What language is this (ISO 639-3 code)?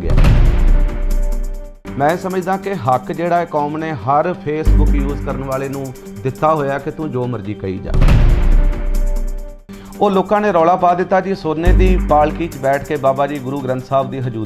pan